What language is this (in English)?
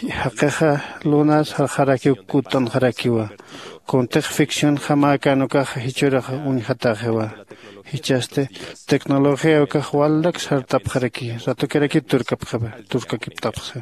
Aymara